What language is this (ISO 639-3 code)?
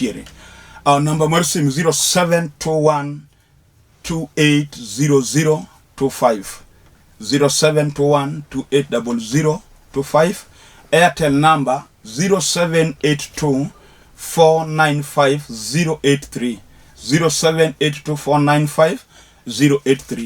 luo